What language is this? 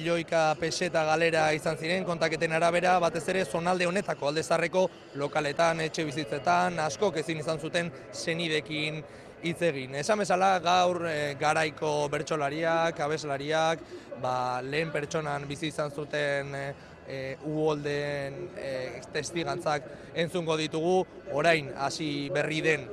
Basque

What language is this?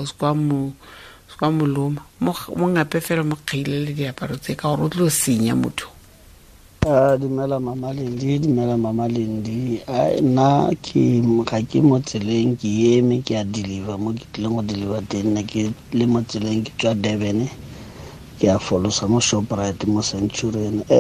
Tswana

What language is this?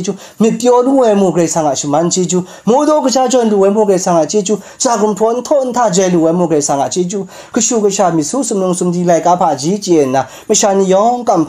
Kachin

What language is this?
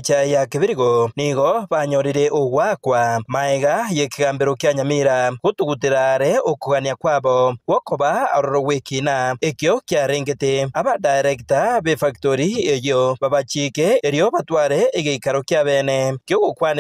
Gusii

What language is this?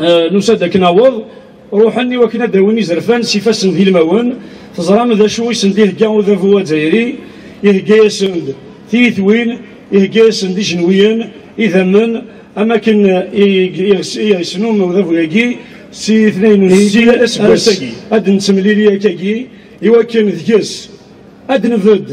Kabyle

